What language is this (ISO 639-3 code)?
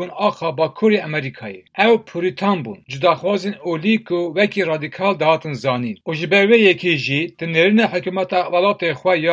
kur